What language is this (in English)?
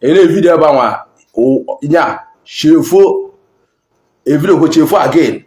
Igbo